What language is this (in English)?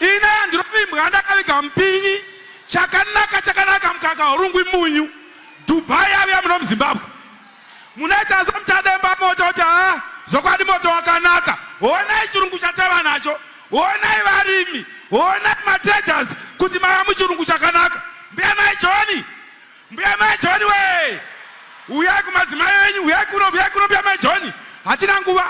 Shona